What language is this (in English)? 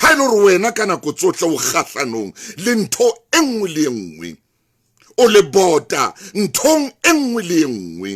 Southern Sotho